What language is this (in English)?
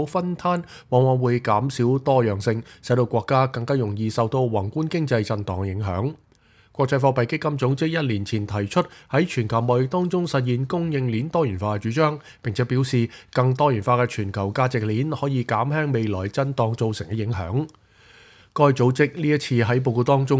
Cantonese